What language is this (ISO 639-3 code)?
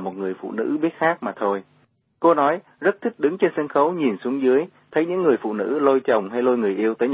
vie